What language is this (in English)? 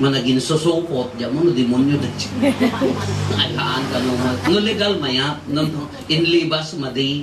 Iloko